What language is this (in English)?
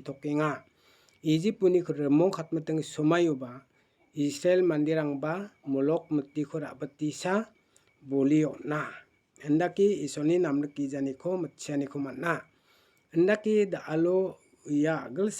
Garo